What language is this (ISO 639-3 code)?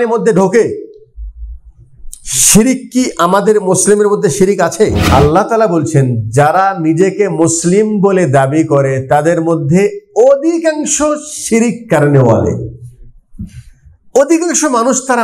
ben